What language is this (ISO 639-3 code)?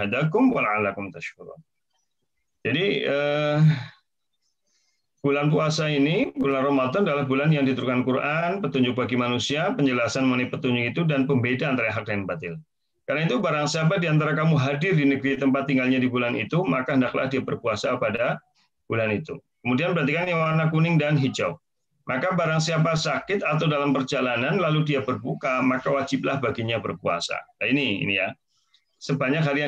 ind